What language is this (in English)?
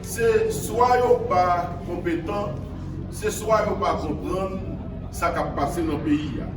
Haitian Creole